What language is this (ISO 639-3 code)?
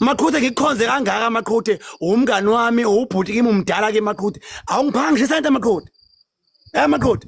zul